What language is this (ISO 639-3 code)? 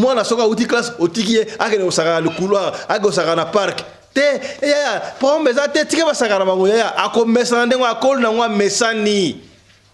lin